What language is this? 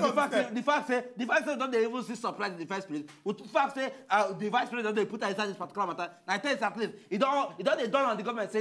Nigerian Pidgin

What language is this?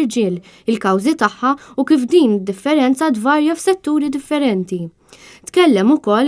Maltese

